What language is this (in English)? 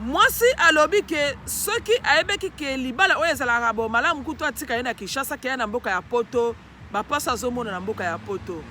Lingala